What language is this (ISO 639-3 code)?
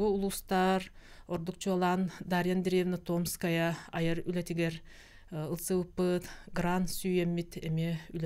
sah